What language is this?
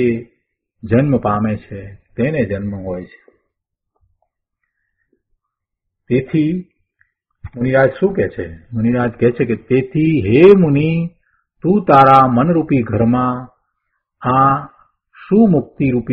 Gujarati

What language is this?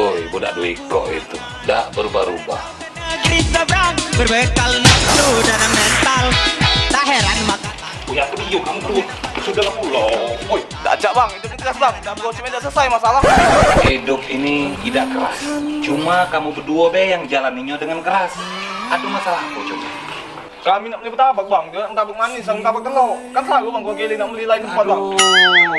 Musi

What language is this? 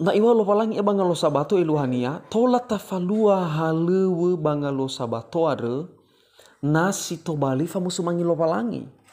Nias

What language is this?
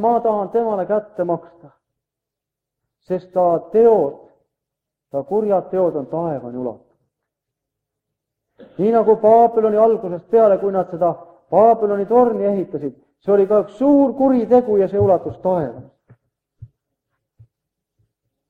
Estonian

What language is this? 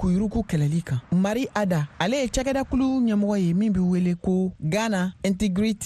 Bambara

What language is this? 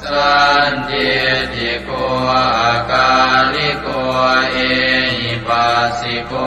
Pali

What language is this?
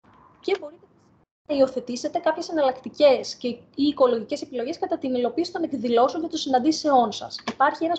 Greek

